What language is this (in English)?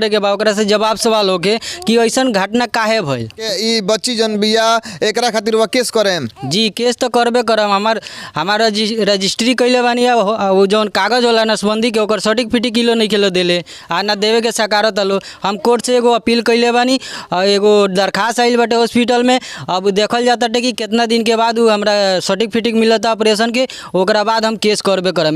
Bhojpuri